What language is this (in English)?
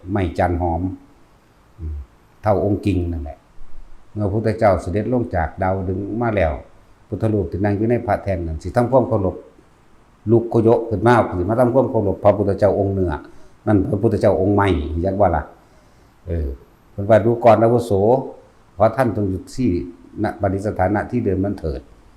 Northeastern Thai